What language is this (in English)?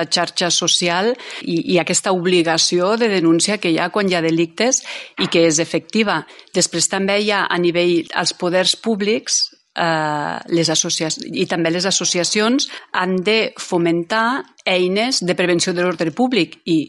Catalan